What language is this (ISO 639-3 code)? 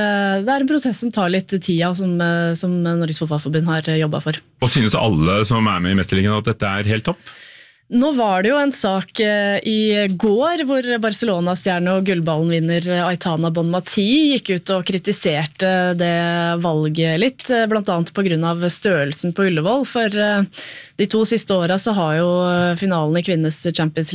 nor